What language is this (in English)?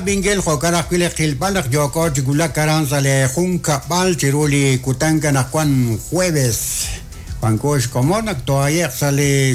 Kekchí